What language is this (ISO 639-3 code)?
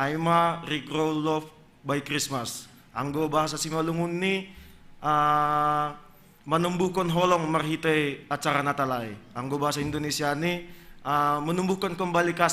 bts